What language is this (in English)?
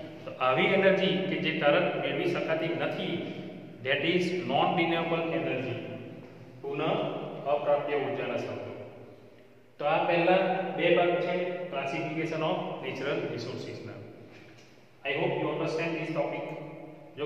Gujarati